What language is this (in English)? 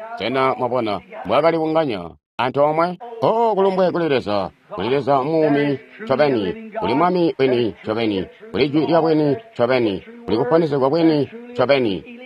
Tonga (Zambia)